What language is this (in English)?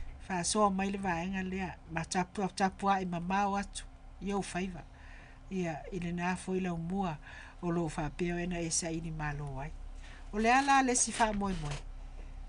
Samoan